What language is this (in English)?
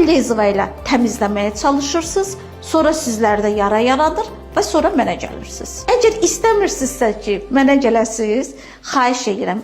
Azerbaijani